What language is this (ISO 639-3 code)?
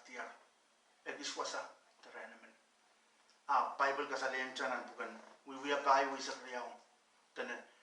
pon